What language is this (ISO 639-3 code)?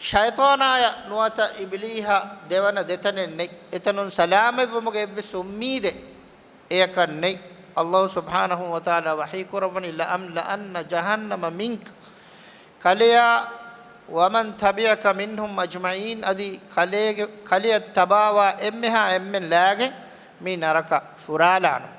div